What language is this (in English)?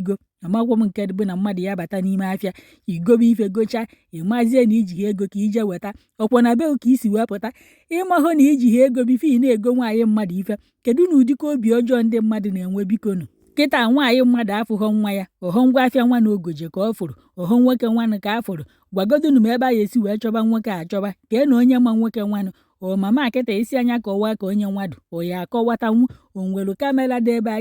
Igbo